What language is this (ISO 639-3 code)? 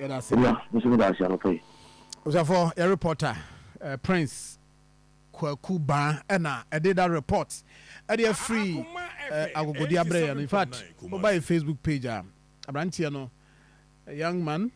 aka